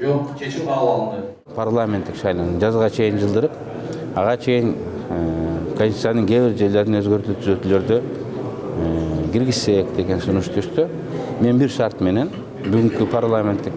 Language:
Kyrgyz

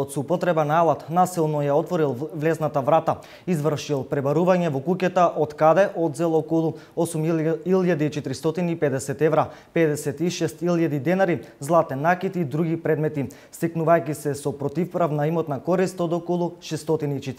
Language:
Macedonian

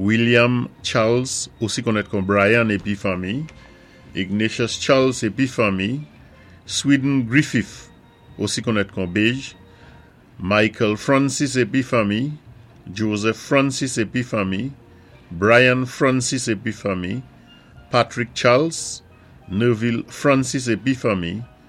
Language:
Saint Lucian Creole French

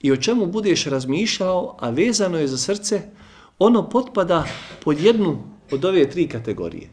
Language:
Bosnian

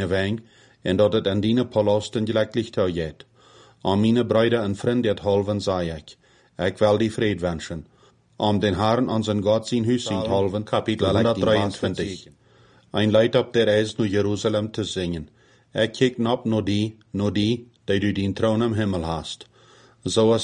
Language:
Plautdietsch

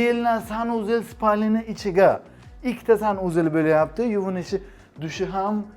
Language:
Uzbek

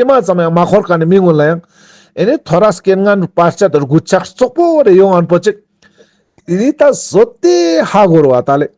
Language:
Ladakhi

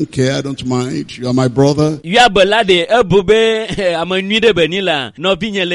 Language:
Ewe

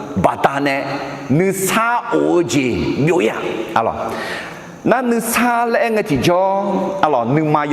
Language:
Akha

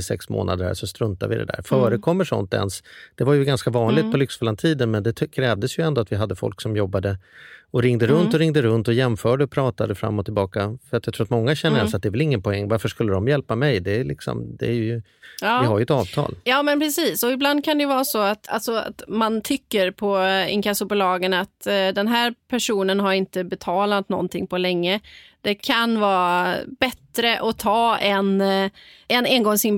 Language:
Swedish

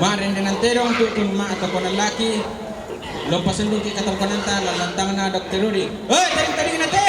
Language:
Toraja-Sa'dan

